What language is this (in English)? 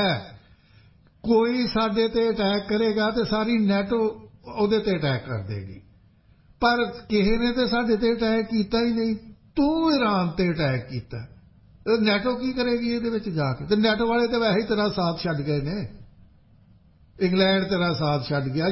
Punjabi